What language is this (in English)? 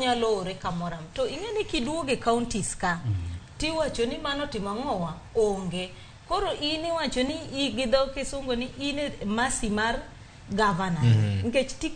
Luo (Kenya and Tanzania)